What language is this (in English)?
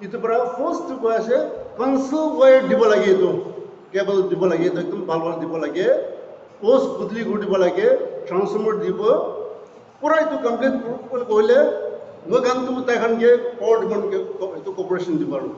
Naga Pidgin